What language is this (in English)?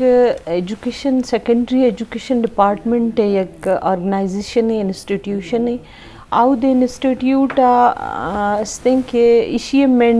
Eastern Balochi